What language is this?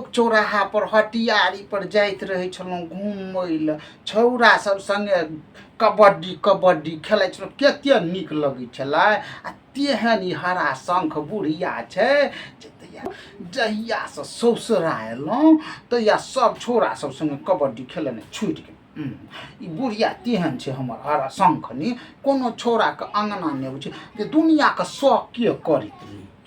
Maithili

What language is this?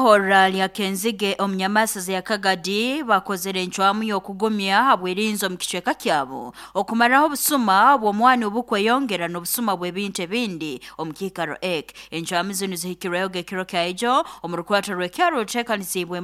Nyoro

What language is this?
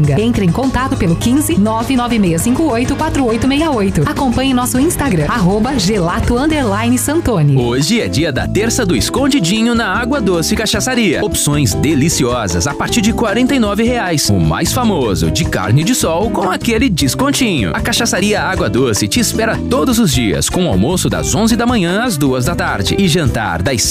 Portuguese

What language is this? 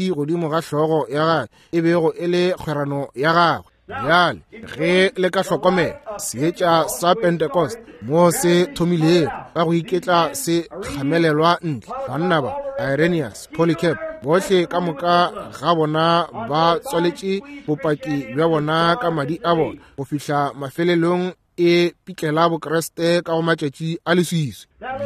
Northern Sotho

